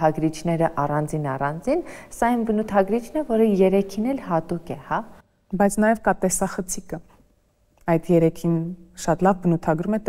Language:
Armenian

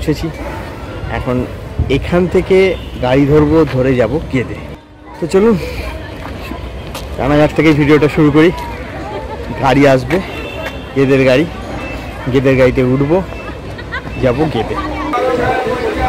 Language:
Bangla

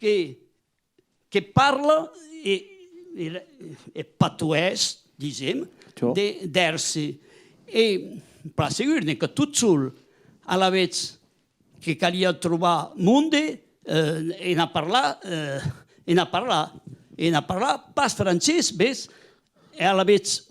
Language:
Occitan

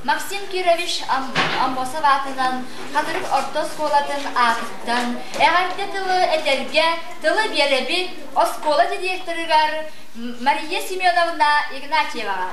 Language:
Yakut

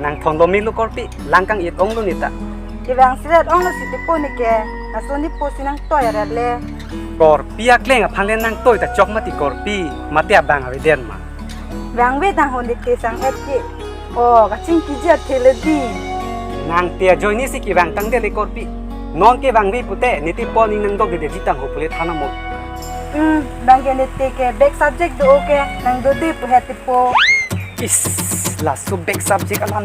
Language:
Karbi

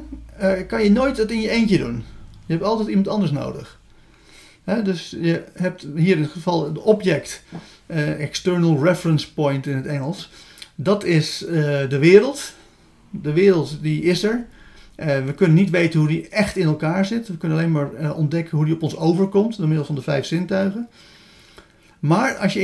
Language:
Dutch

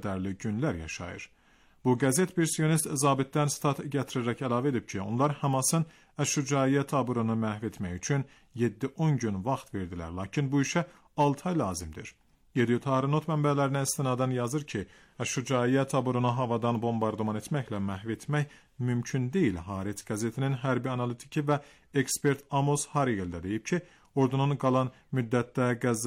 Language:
Azerbaijani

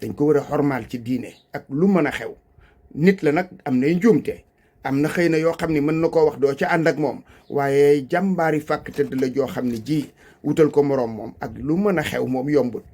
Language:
Wolof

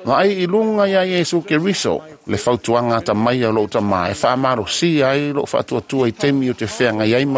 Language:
Samoan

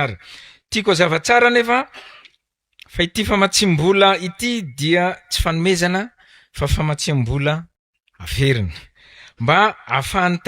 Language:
Malagasy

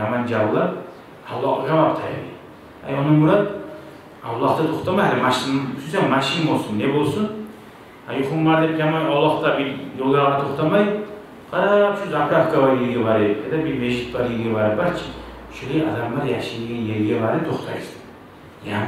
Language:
Kumyk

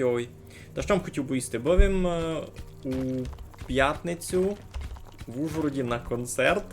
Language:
Rusyn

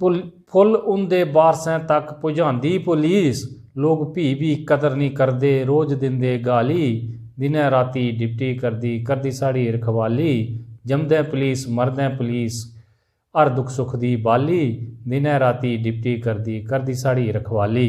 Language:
Dogri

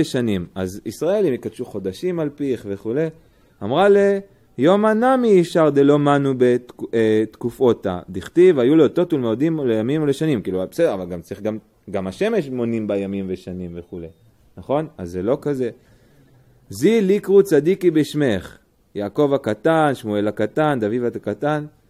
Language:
Hebrew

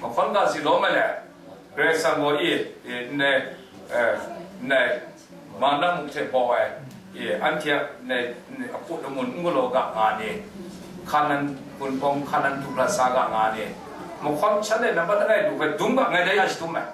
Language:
Kachin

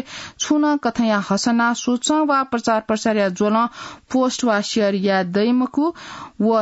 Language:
Newari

